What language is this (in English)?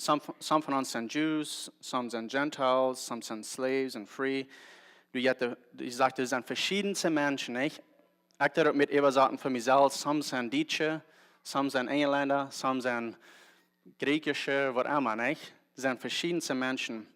Plautdietsch